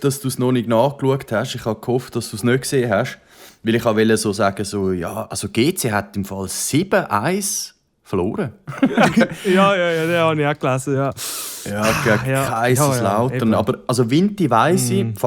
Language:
Swiss German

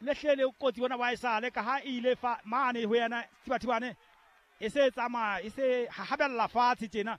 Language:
Southern Sotho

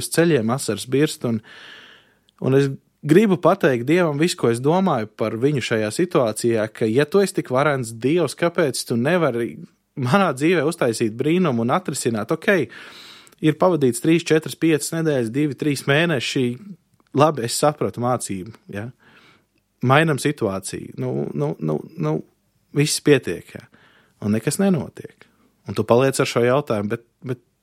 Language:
Latvian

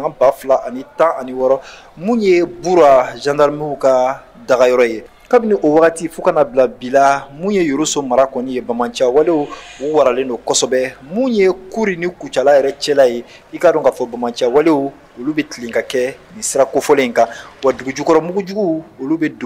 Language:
Bambara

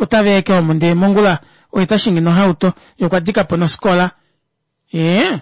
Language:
Kuanyama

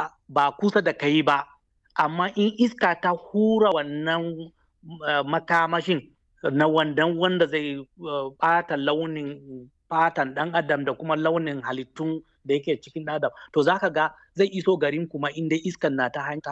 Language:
Hausa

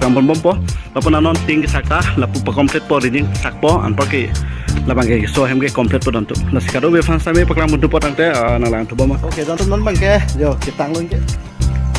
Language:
Karbi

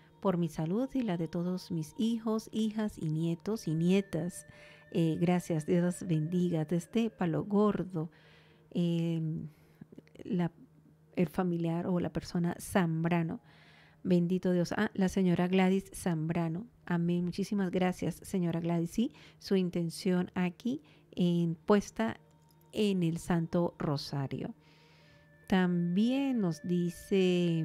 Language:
Spanish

